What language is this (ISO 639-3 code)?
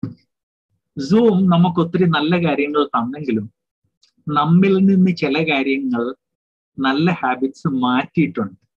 mal